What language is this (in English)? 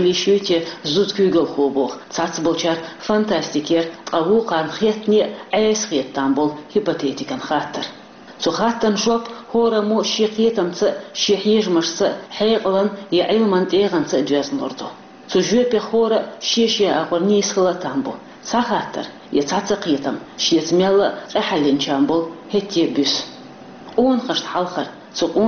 Chechen